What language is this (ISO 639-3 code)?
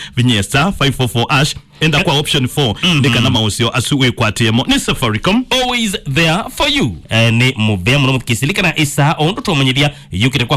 kam